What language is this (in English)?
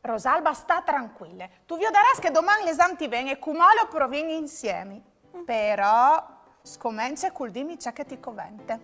Friulian